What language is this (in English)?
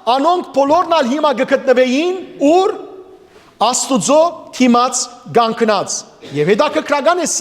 Western Armenian